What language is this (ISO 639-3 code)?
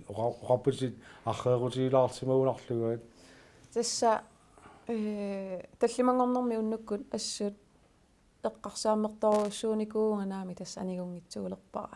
kal